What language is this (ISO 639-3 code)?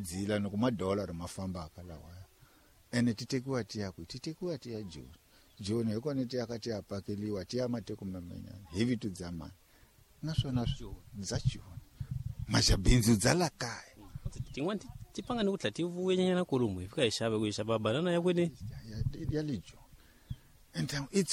tso